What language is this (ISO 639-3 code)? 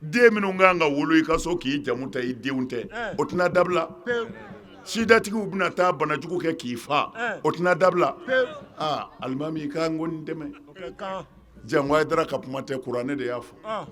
bam